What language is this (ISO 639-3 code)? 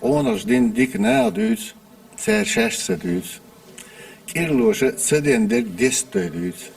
che